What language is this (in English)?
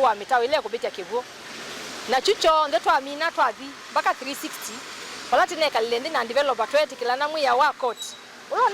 Kamba